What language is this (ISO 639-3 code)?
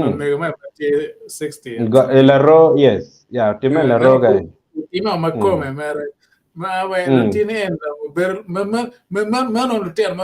ach